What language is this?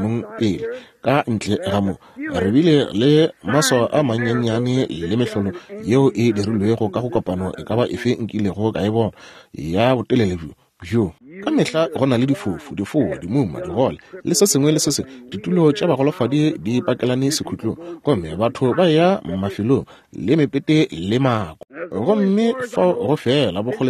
Northern Sotho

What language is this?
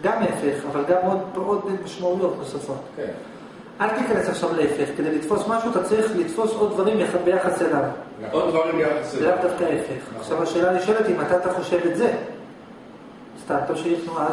Hebrew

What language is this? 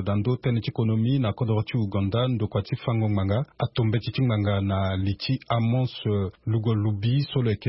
Sango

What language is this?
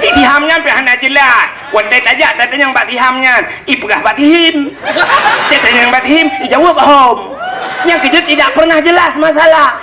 Achinese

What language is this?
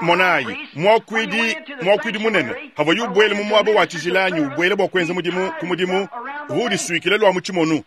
Luba-Lulua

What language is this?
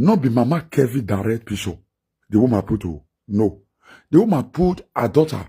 Nigerian Pidgin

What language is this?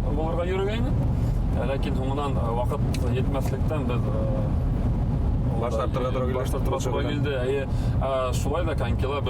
Bashkir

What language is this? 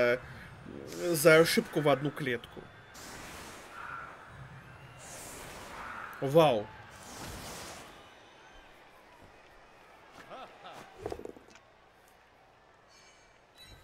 Russian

